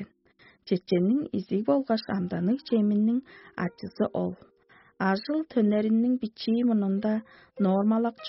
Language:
Tuvinian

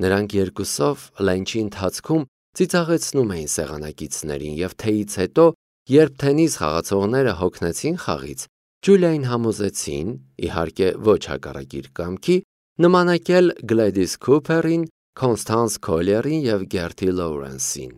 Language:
Armenian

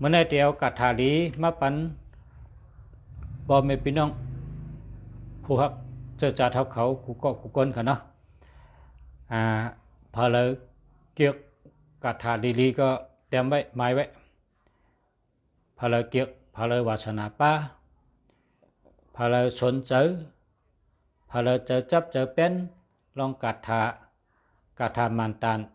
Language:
Shan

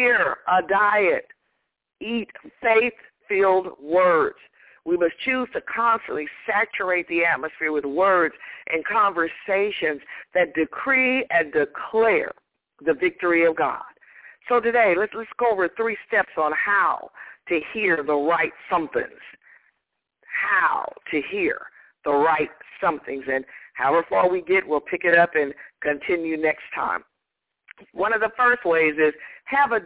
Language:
English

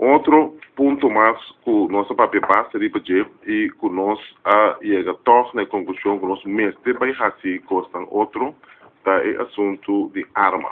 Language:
Papiamento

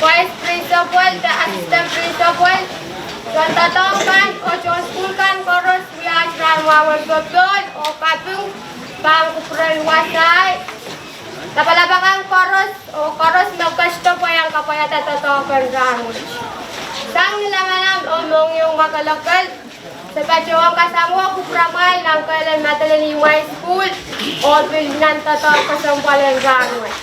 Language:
Pohnpeian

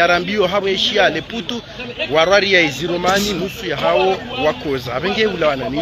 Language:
Swahili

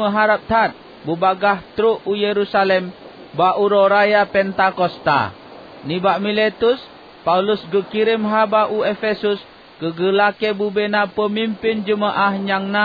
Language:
Achinese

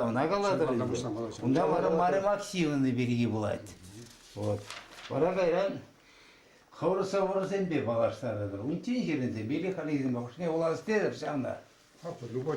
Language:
Chuvash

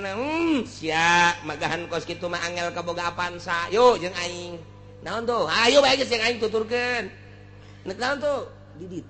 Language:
Sundanese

